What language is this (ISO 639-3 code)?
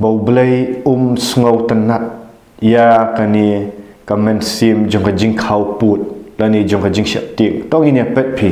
kha